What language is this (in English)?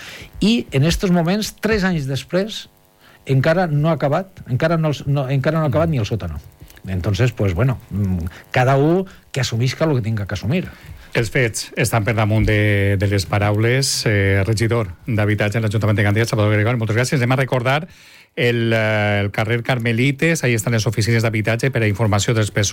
Catalan